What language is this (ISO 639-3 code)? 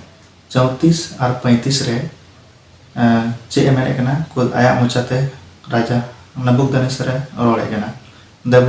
sat